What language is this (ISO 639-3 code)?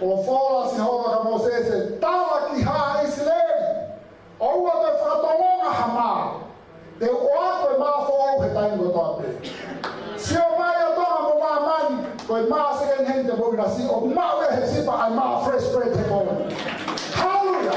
ton